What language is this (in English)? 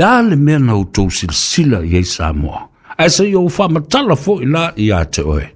Samoan